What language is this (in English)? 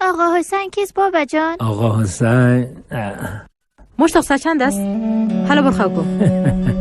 Persian